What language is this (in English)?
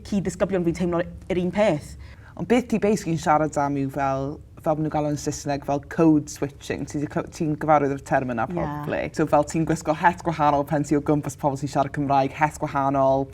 Welsh